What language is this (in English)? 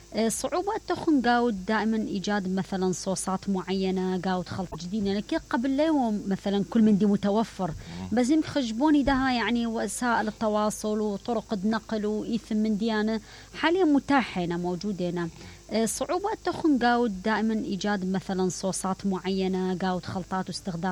Mesopotamian Arabic